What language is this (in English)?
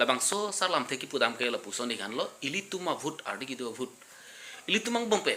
Karbi